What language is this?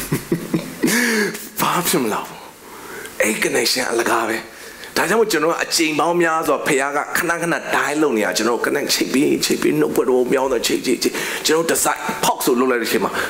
Burmese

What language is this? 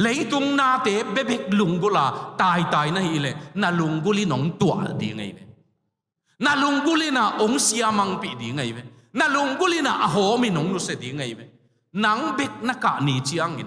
Tedim Chin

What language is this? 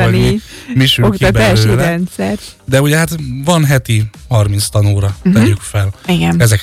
Hungarian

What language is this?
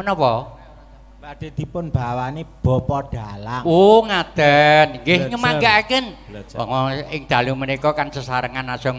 Javanese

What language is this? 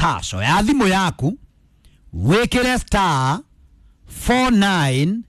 Kikuyu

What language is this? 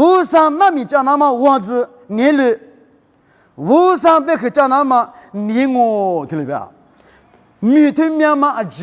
Lisu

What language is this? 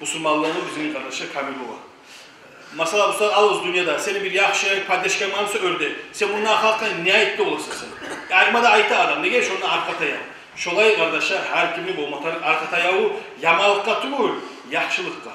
Kumyk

